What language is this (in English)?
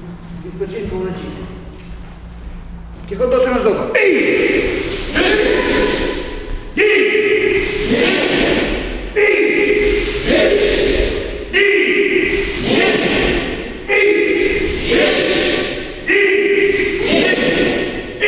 Ukrainian